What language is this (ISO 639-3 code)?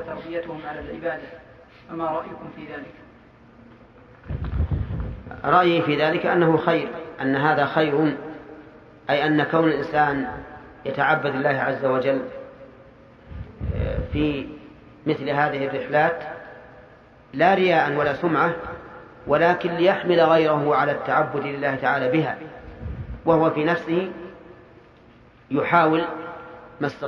ara